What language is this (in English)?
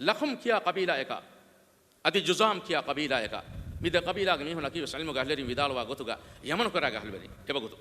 Divehi